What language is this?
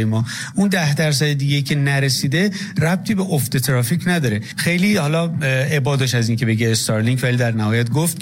Persian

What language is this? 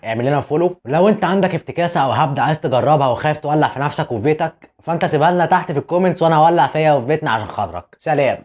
Egyptian Arabic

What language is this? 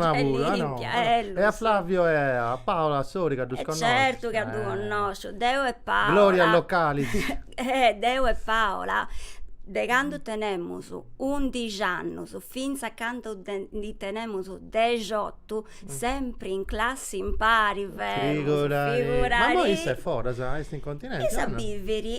Sardinian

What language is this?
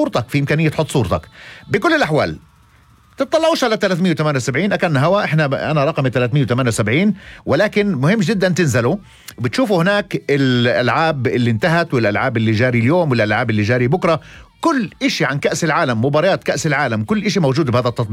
North Levantine Arabic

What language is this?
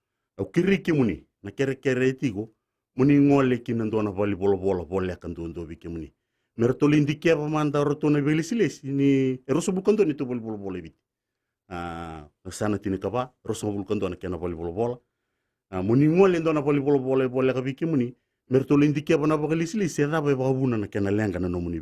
Fijian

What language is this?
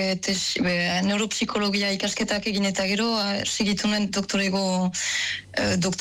Basque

